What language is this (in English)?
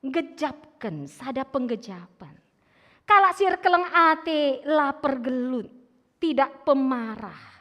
Batak Karo